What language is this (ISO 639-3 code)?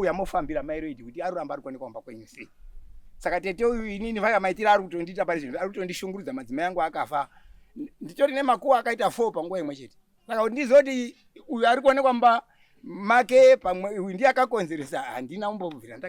sna